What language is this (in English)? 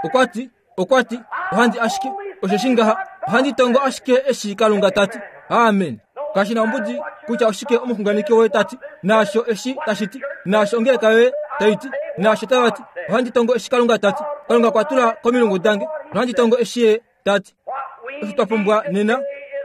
Kuanyama